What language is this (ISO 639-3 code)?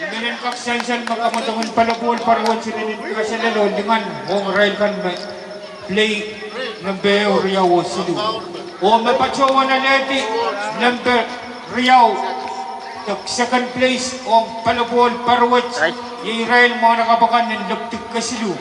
pon